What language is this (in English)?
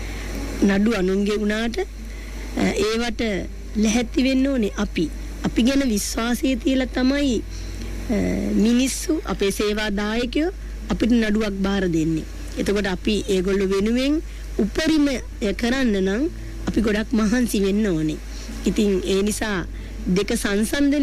Sinhala